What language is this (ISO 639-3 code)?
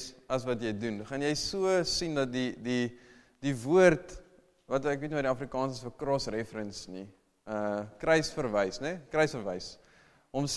afr